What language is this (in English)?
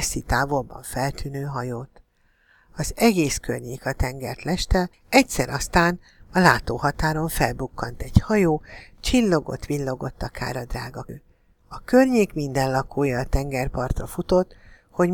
Hungarian